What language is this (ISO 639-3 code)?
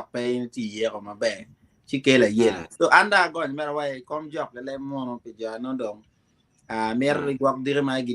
ach